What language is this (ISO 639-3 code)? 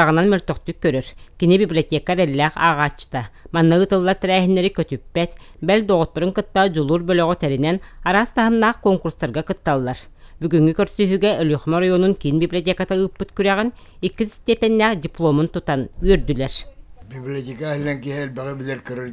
sah